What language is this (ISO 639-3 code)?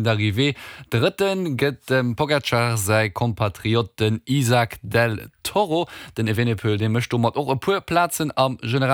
ltz